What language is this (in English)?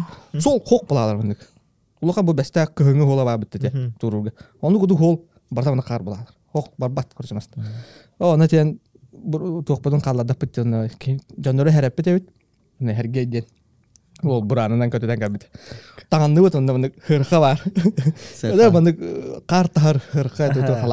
Yakut